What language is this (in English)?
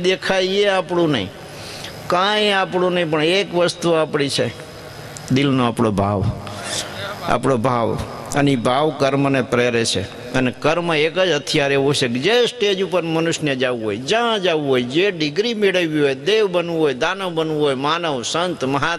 Gujarati